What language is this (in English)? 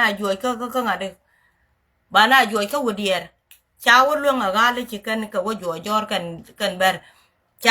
Nuer